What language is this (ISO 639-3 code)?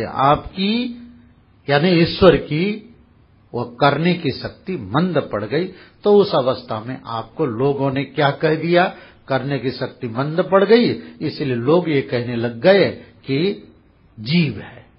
hin